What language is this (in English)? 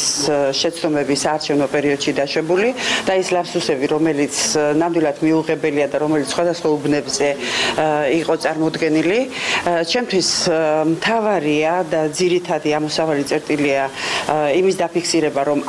Georgian